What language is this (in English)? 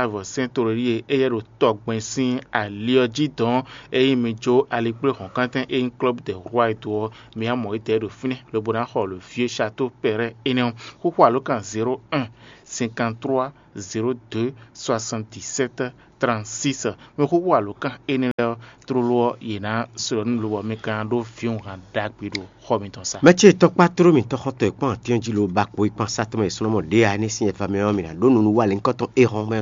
Fon